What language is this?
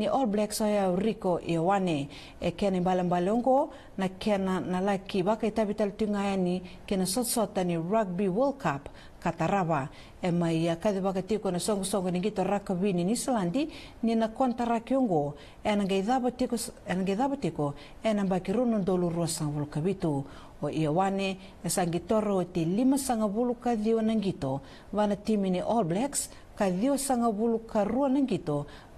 Fijian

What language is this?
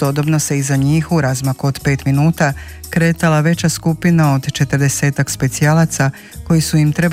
Croatian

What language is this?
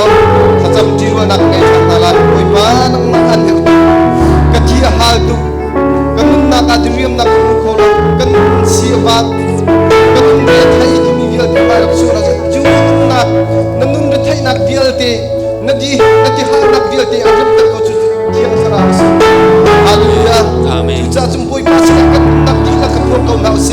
Hakha Chin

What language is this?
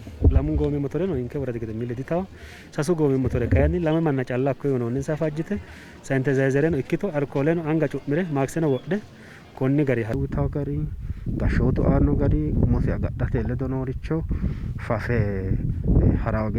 Sidamo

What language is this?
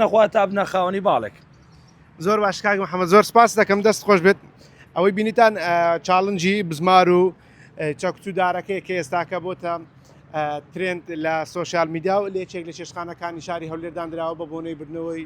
Central Kurdish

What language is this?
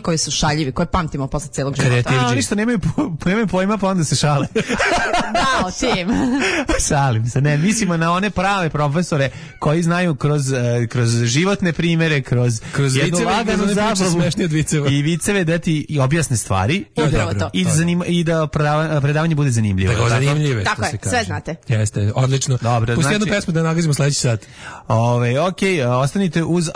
Serbian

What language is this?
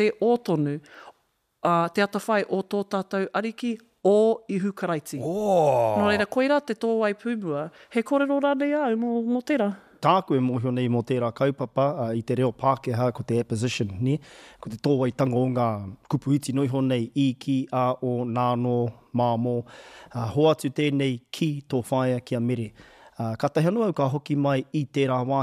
Māori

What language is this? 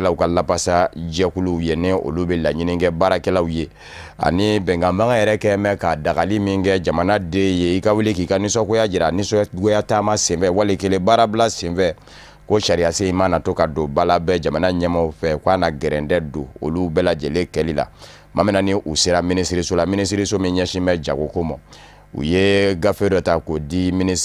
Bambara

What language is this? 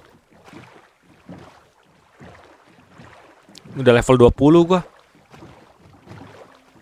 Indonesian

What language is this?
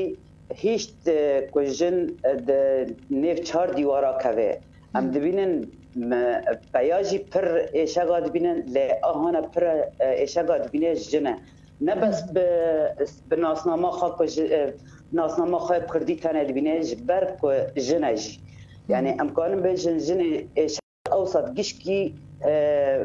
Kurdish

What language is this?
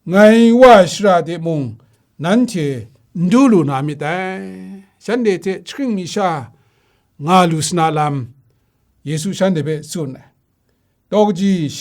Kachin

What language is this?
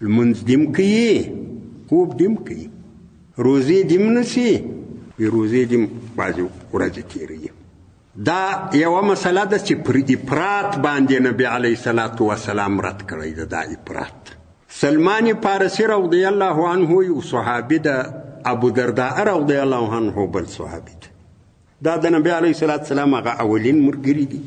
Pashto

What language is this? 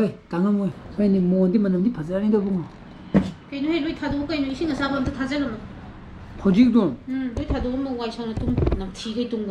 Manipuri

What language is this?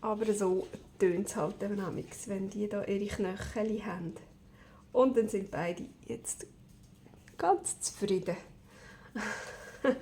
Swiss German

